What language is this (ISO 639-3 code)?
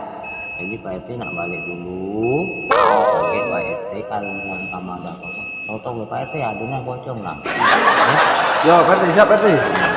mui